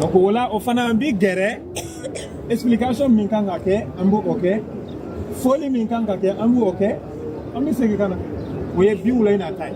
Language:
Bambara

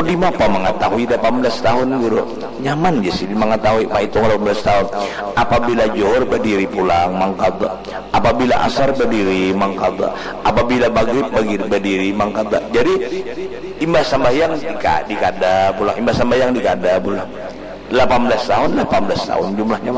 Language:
Banjar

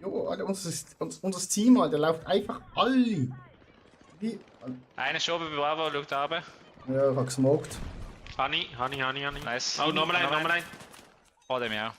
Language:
Swiss German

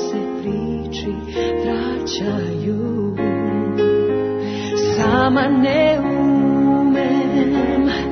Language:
Serbian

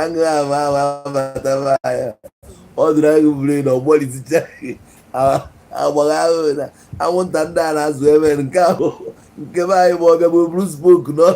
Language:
Igbo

